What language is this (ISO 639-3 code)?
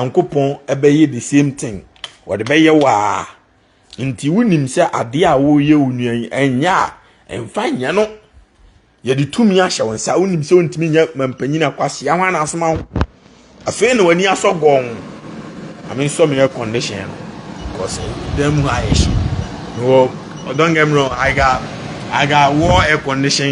aka